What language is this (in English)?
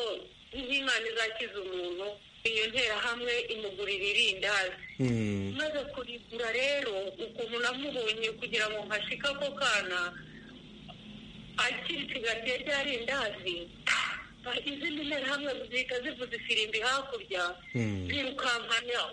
Kinyarwanda